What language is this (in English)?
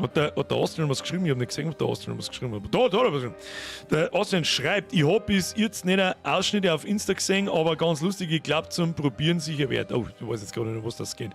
Bavarian